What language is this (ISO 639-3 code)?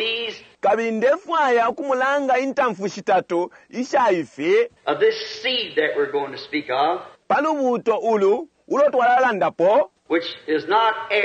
bem